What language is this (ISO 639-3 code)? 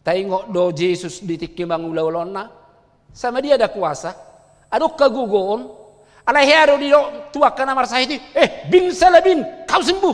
bbc